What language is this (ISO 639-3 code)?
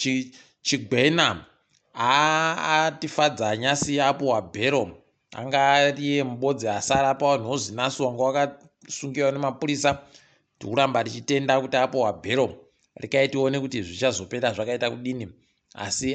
ndc